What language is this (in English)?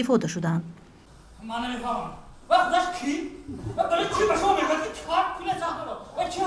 Tajik